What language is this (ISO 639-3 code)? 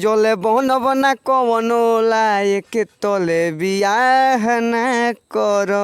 bho